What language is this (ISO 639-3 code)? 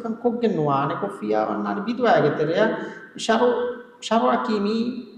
div